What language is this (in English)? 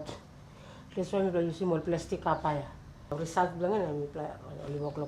Tok Pisin